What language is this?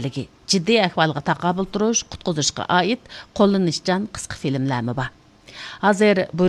Uyghur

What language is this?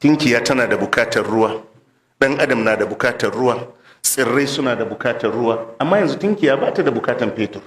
Hausa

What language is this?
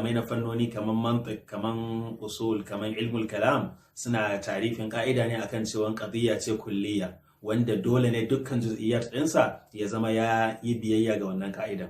Hausa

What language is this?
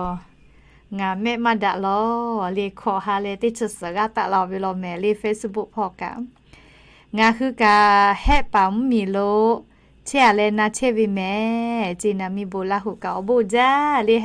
Lahu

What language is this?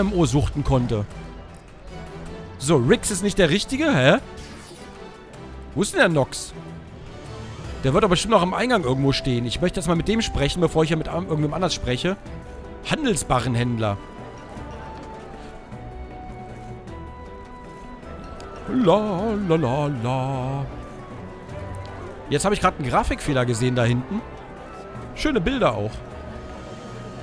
German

